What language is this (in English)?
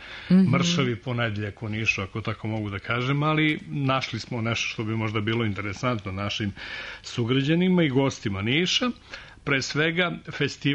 Serbian